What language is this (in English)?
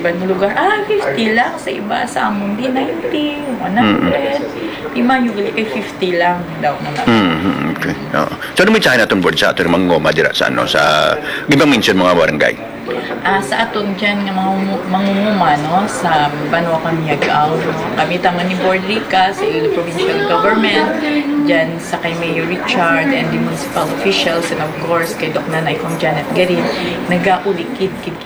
Hiligaynon